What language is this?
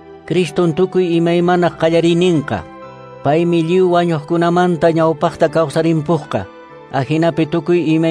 Quechua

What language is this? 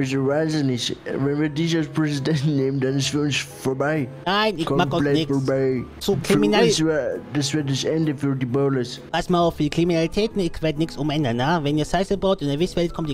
German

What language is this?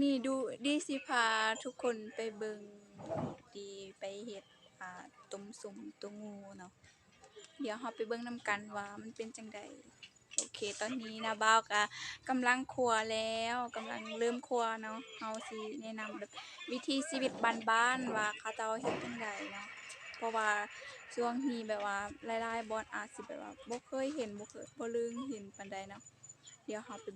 Lao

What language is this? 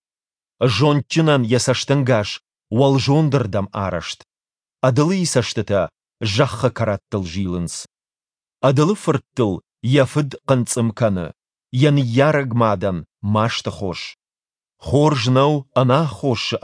Ossetic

